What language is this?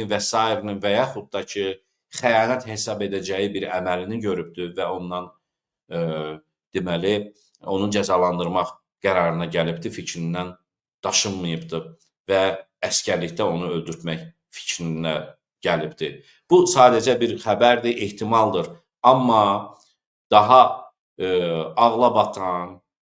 Azerbaijani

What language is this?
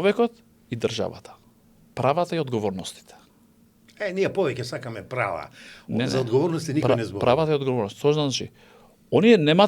Macedonian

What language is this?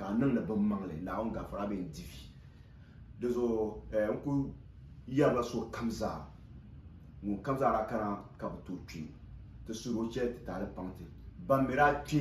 Dagbani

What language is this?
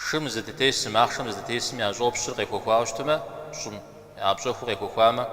Kabardian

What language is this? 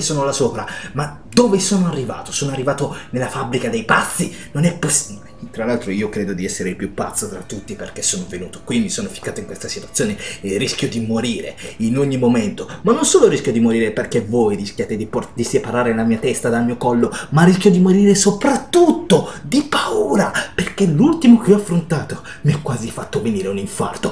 Italian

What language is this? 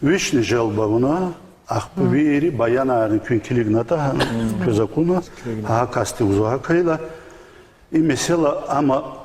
Lezghian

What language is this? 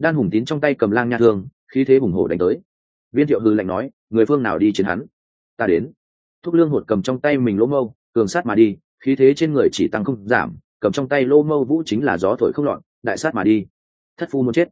Vietnamese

